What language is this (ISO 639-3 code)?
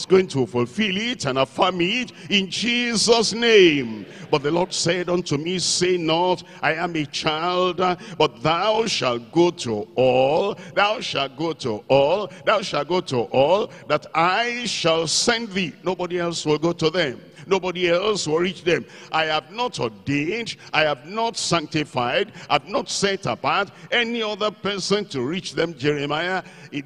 eng